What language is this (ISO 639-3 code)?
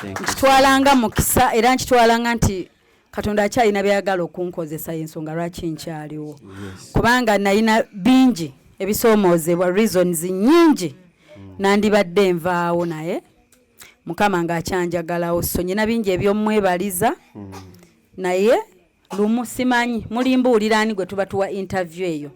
lug